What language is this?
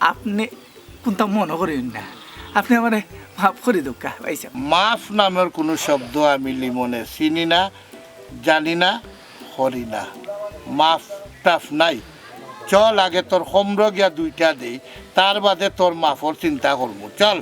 Sylheti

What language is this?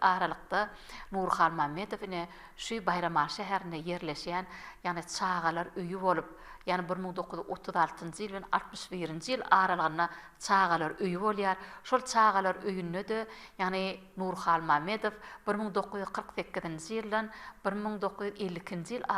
Turkmen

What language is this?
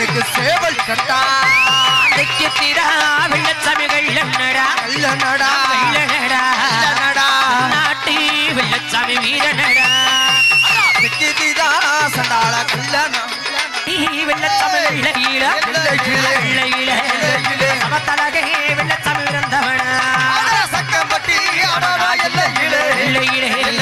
Tamil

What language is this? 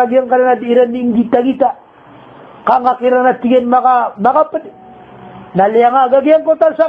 Maranao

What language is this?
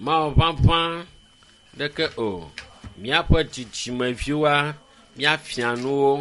Ewe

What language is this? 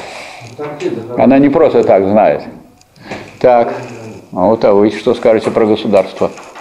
Russian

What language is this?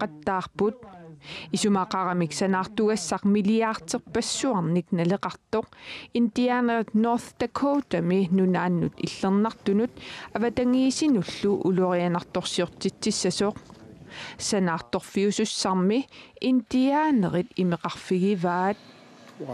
Kalaallisut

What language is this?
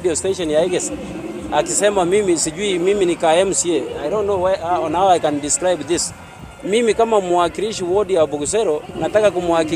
Gusii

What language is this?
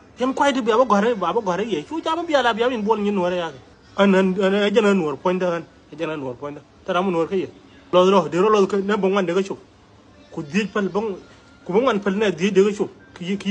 Nuer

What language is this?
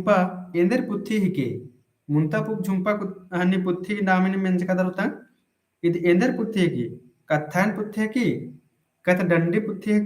Kurukh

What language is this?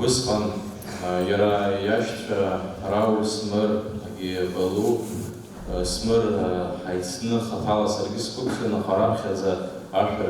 Abkhazian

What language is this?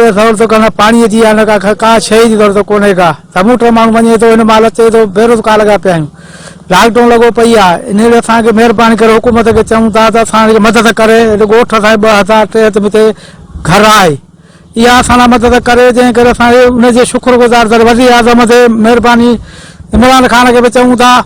Sindhi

